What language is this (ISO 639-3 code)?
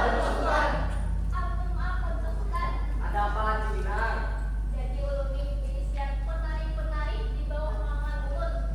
bjn